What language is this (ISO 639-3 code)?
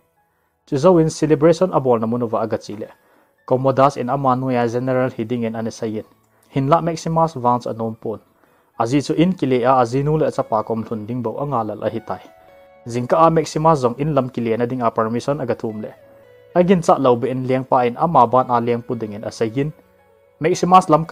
tcz